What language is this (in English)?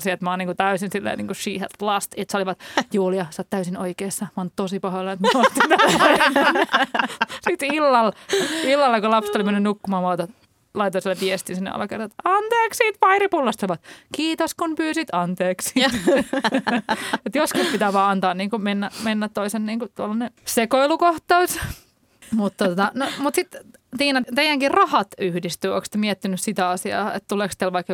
Finnish